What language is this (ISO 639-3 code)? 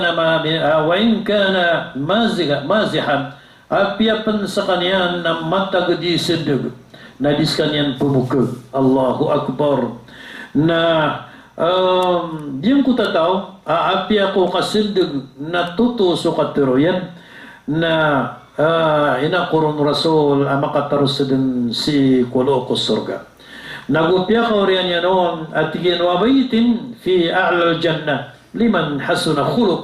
mrw